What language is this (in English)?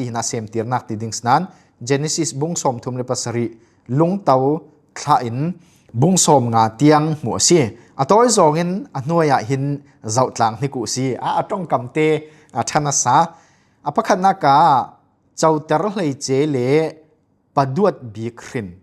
Falam Chin